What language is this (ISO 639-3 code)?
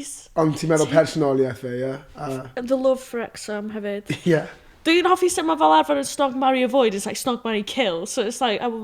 cym